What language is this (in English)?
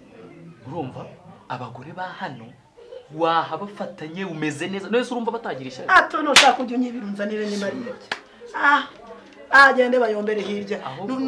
Kinyarwanda